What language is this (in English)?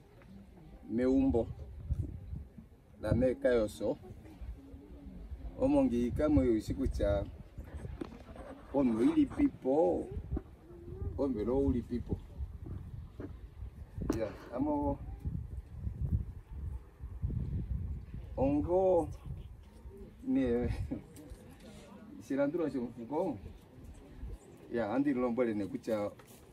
Swahili